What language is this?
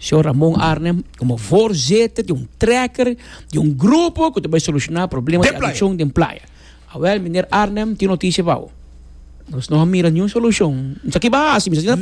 Papiamento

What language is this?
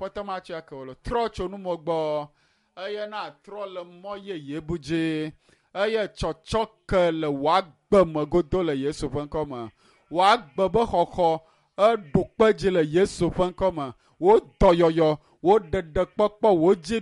Ewe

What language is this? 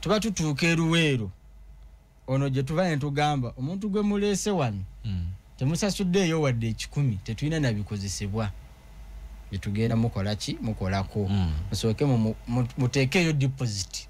Ganda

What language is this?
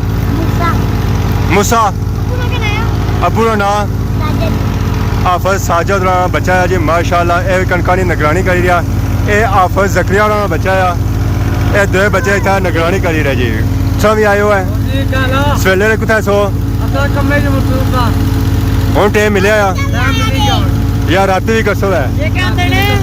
Pahari-Potwari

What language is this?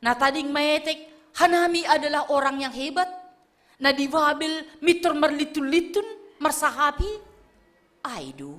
Batak Simalungun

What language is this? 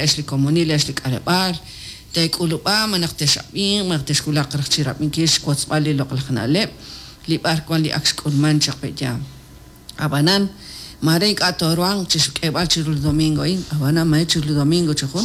Kekchí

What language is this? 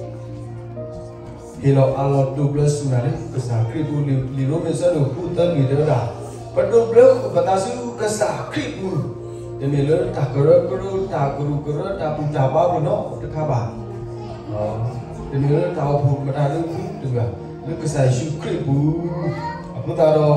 S'gaw Karen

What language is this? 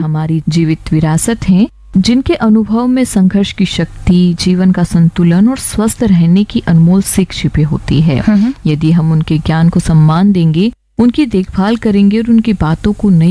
Hindi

